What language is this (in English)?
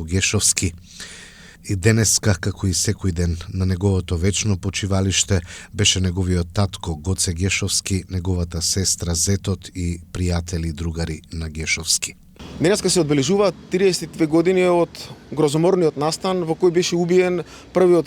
Macedonian